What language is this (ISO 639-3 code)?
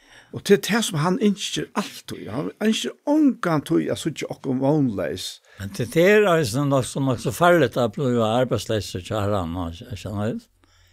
fao